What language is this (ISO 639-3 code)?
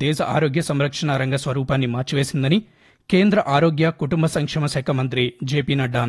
tel